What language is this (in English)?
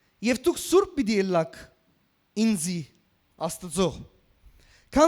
Western Armenian